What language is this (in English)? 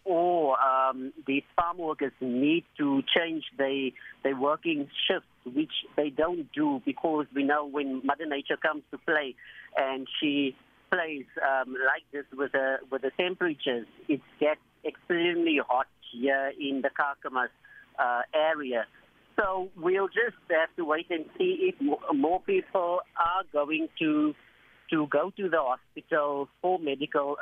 English